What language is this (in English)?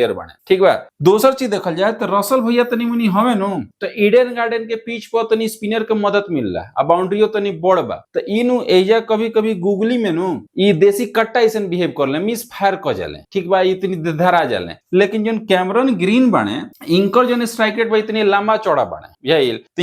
Bhojpuri